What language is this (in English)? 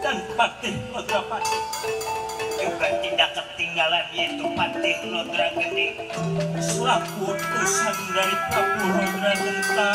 Betawi